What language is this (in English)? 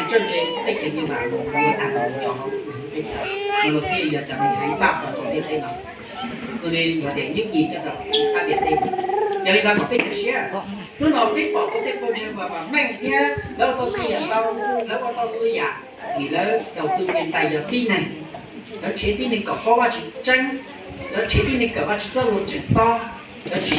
Hmong